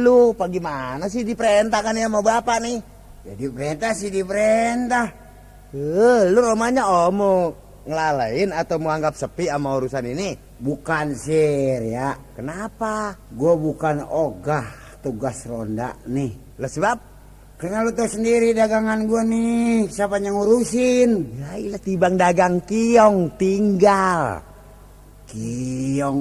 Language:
Betawi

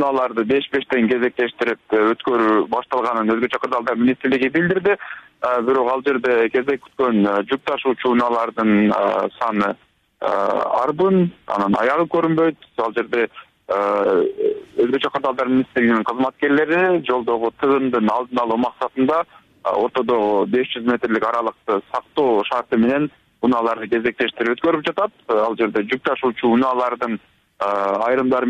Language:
Kyrgyz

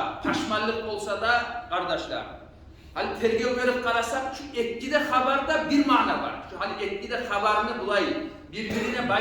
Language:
Kumyk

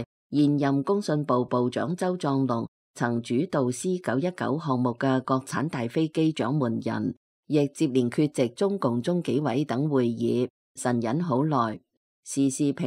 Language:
Cantonese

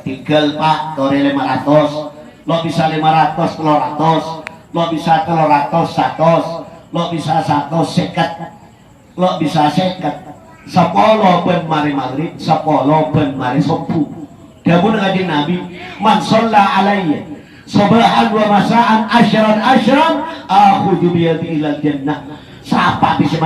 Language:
Madurese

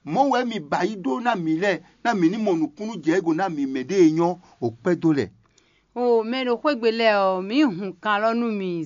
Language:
Fon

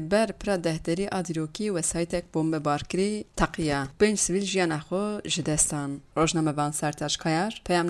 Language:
Kurdish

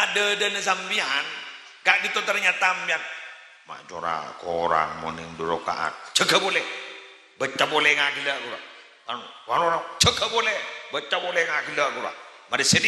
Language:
Madurese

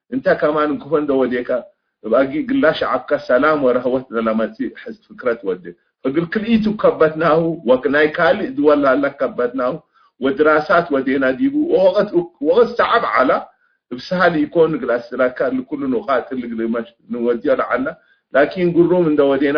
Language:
Tigre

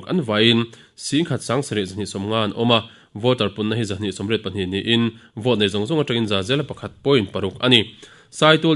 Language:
Mizo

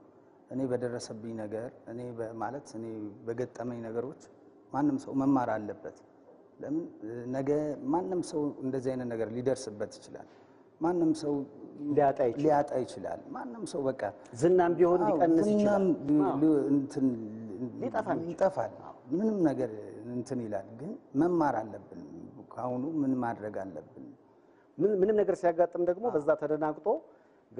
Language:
Amharic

